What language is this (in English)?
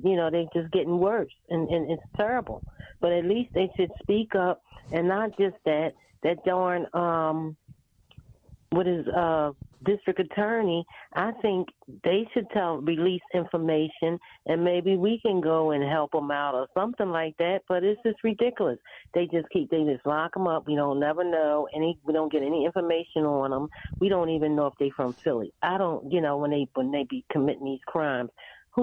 English